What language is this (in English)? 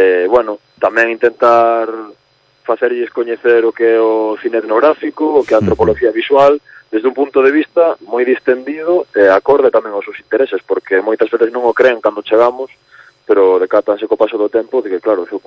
Galician